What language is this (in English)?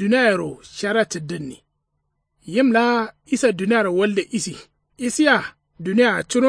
Kanuri